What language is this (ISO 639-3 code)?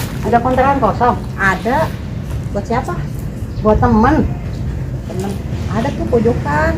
bew